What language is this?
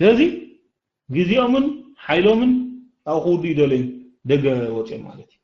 Tigrinya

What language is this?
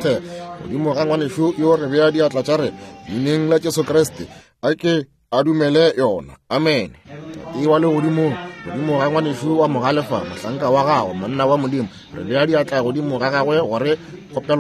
Northern Sotho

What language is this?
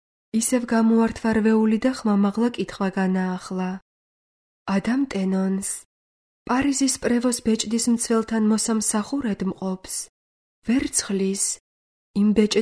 Georgian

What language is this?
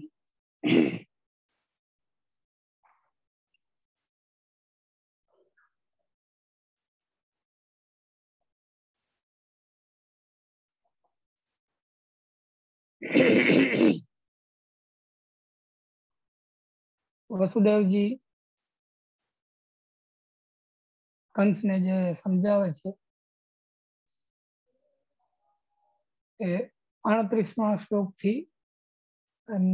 Gujarati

